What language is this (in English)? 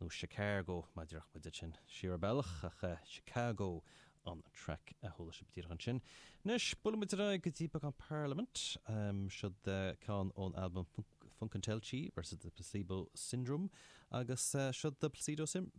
Irish